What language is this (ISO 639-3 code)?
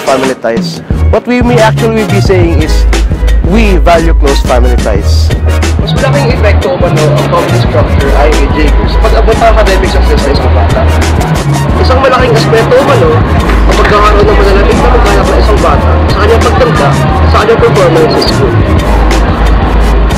fil